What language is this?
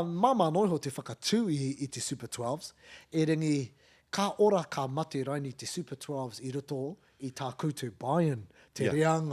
Māori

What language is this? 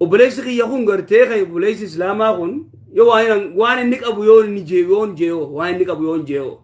Oromo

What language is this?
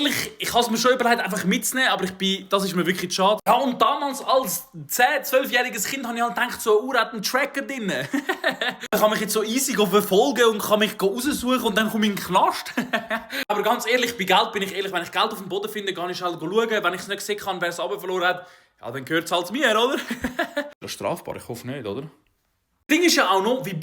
Swiss German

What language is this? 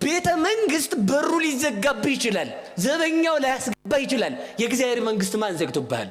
Amharic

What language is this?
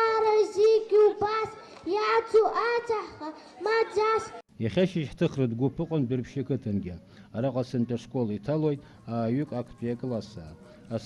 Abkhazian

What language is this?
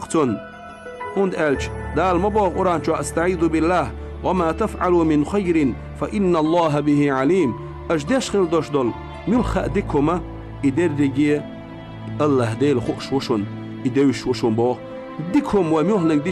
Chechen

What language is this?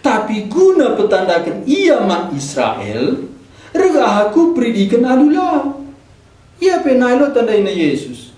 Batak Karo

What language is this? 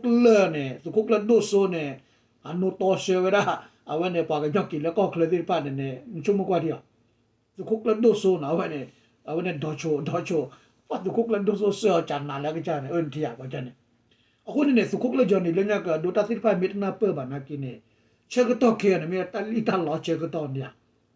S'gaw Karen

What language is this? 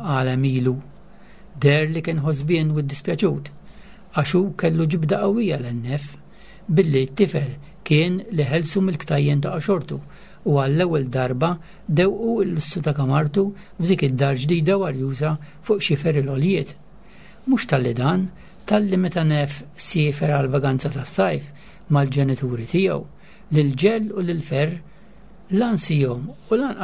Maltese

